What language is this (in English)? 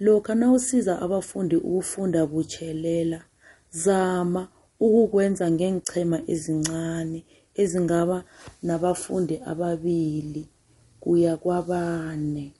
South Ndebele